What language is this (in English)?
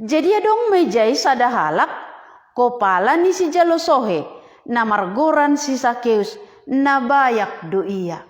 Batak Simalungun